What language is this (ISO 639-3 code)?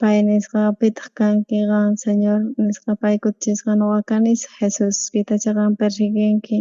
quh